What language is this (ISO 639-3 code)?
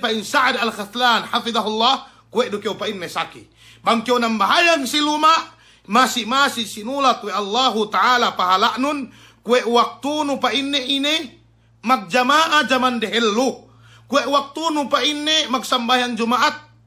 yka